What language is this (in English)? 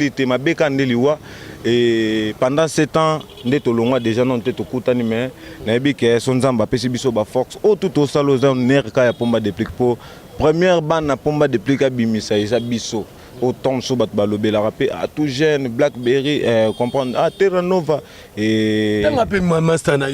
Lingala